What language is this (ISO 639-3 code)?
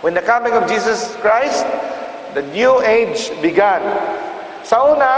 ceb